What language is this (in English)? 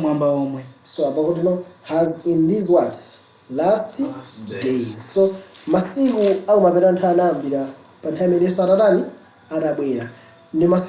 Nyanja